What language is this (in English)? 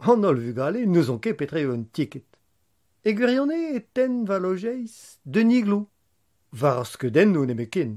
Breton